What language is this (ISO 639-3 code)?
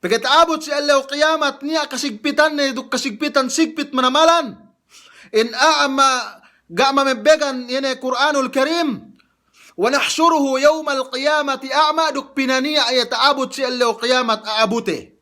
yka